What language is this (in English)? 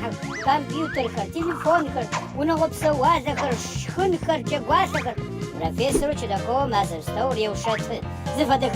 Adyghe